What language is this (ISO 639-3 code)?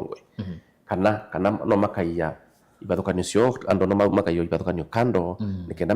kam